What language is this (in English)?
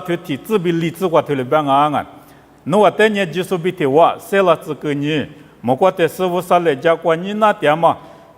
Lisu